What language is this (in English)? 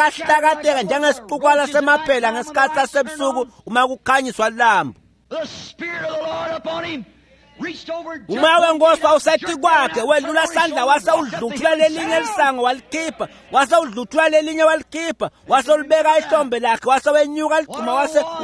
Swati